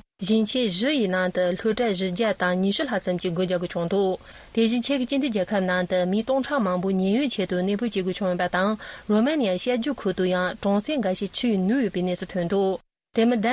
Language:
Tibetan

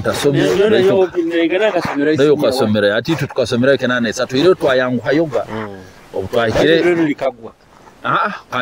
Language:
Nyoro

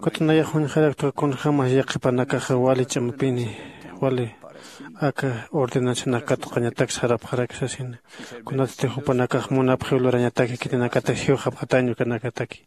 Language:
Aymara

